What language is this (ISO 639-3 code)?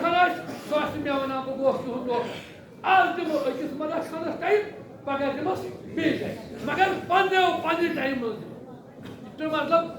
kas